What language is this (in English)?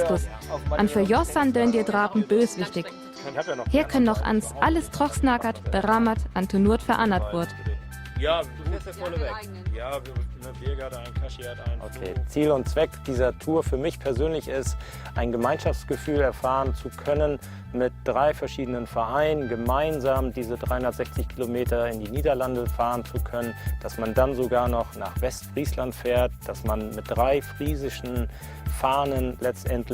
Northern Frisian